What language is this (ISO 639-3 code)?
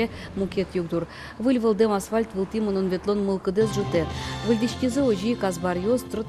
udm